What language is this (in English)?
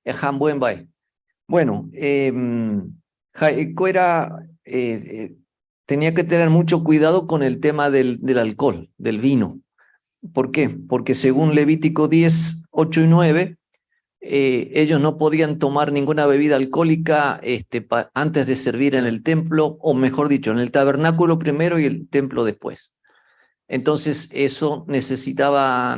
Guarani